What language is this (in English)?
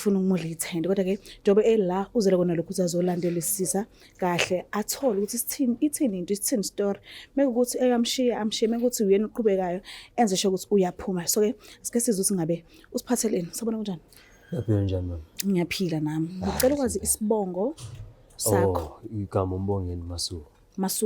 Zulu